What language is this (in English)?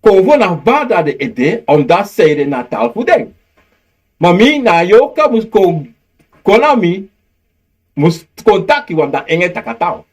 Sranan Tongo